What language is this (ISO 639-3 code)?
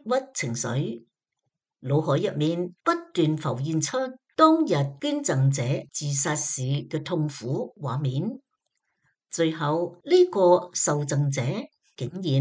yue